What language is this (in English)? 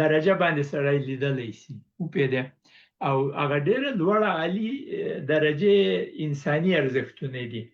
Pashto